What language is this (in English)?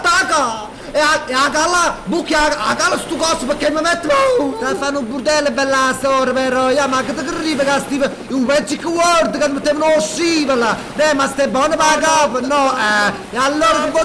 Neapolitan